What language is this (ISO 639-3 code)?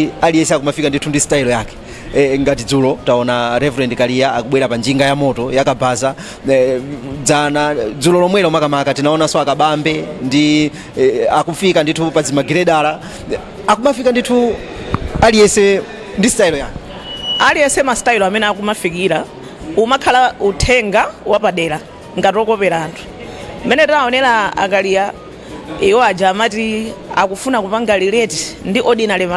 nya